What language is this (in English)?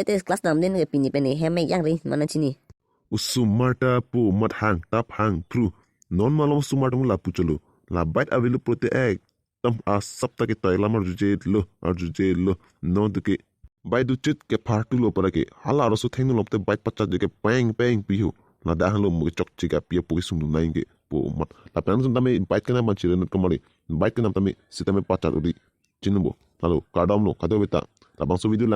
Karbi